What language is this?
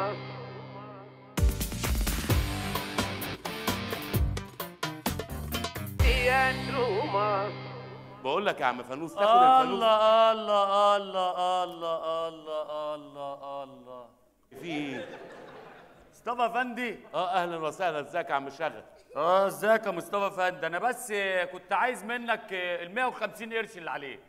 Egyptian Arabic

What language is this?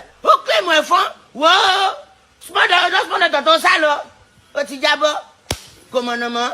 Yoruba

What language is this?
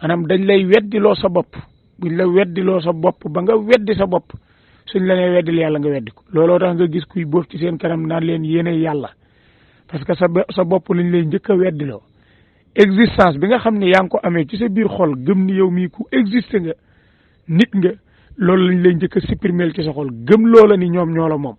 Wolof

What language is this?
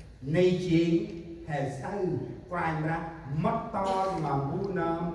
Central Mnong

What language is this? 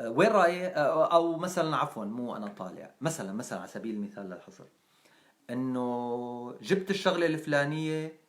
North Levantine Arabic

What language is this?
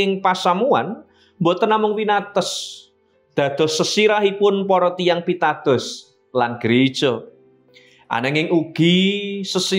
Javanese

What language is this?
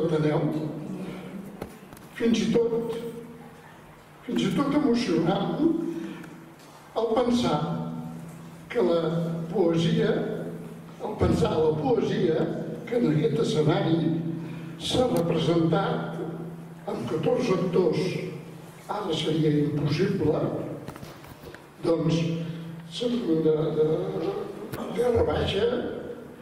Catalan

